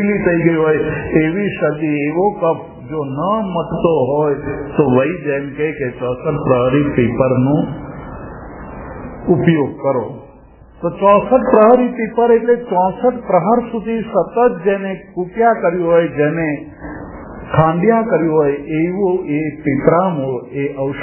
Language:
Gujarati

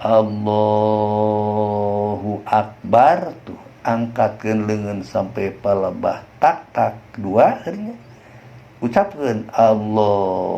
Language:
Sundanese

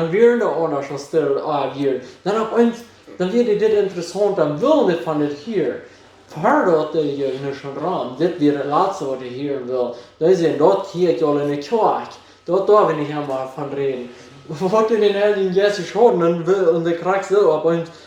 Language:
Plautdietsch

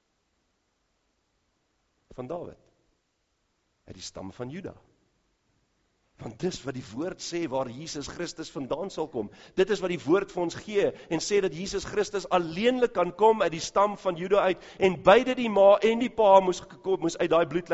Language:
Afrikaans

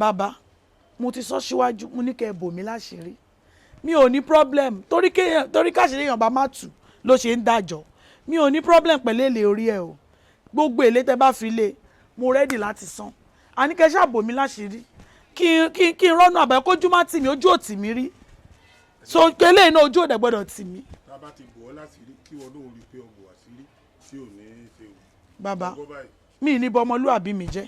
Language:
Yoruba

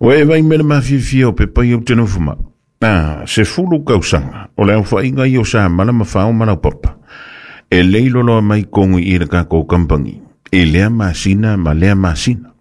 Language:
Samoan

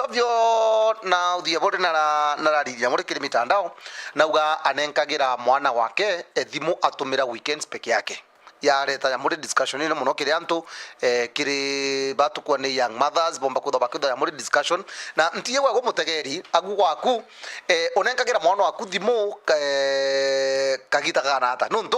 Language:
Meru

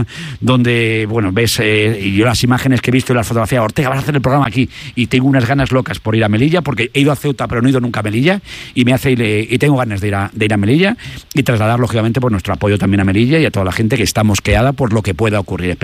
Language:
Spanish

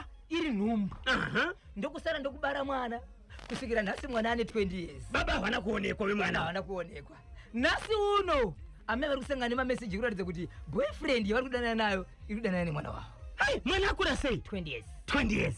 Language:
Shona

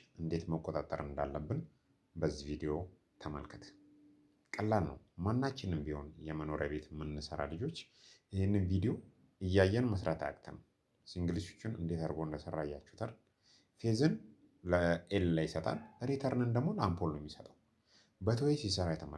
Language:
Amharic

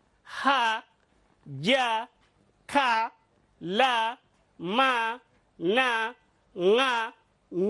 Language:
Zarma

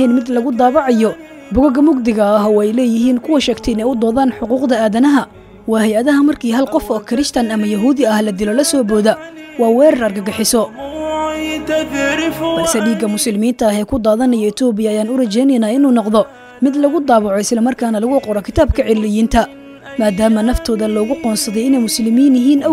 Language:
Somali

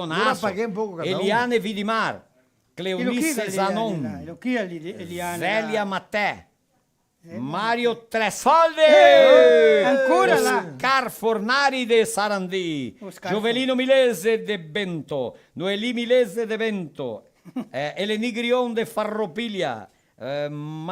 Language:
Venetian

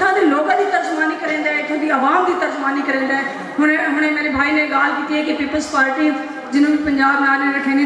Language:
Saraiki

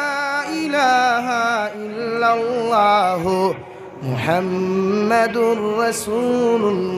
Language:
Sylheti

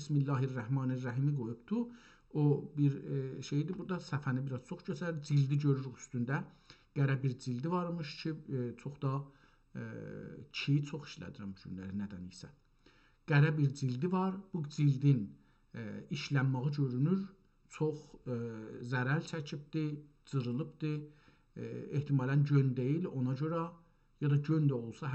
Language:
South Azerbaijani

